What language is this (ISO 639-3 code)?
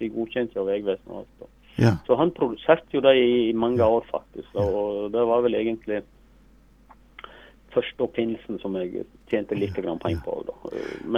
nor